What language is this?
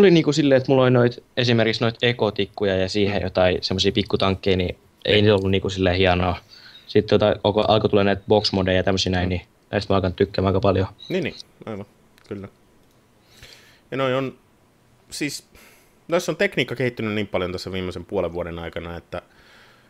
Finnish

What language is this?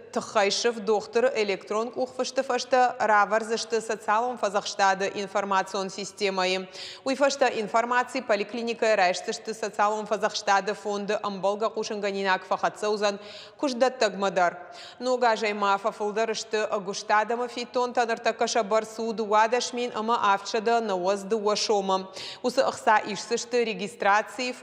Ossetic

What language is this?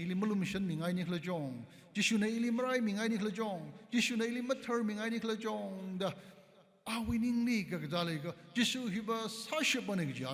Tangkhul Naga (India)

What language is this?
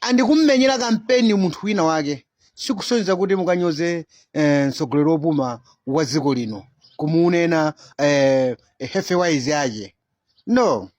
Nyanja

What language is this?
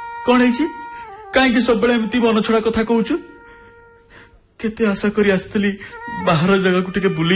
Odia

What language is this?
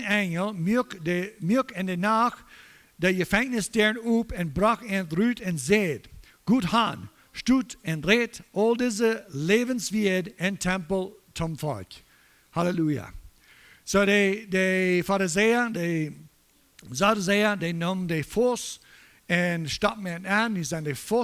Plautdietsch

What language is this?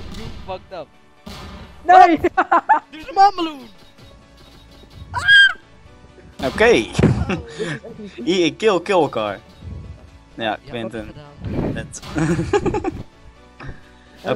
Dutch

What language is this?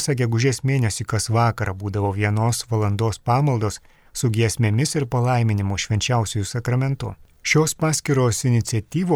Lithuanian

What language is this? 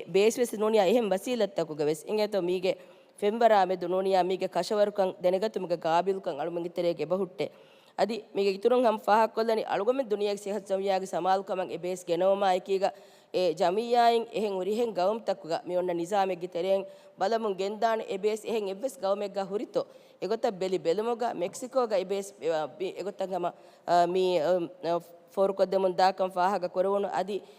Divehi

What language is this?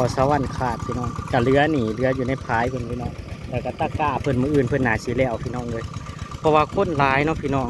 Northeastern Thai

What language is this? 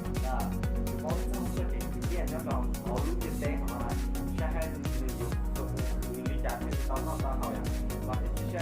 Hmong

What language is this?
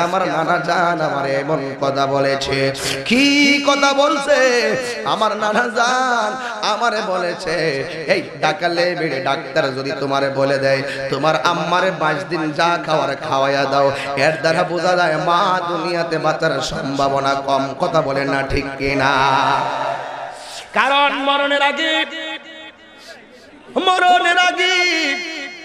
Bangla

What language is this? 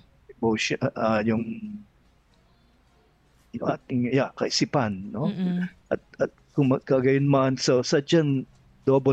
Filipino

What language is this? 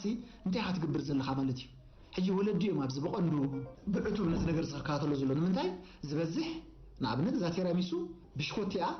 Tigrinya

